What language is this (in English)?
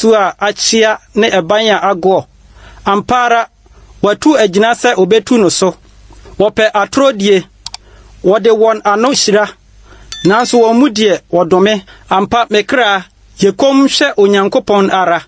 Akan